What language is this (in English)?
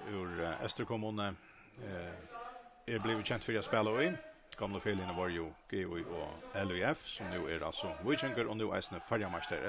Faroese